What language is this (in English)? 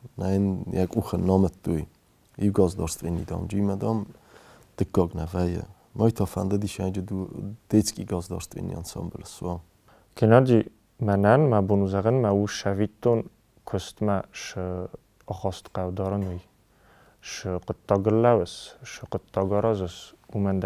Ossetic